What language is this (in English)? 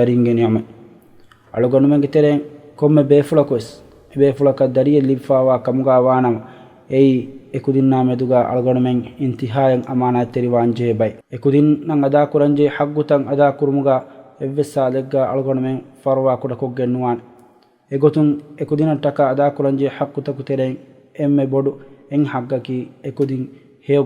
Divehi